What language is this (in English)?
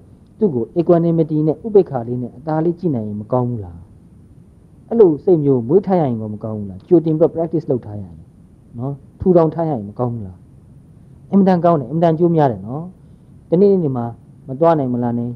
Burmese